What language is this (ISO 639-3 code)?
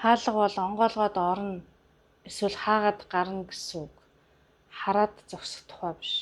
mon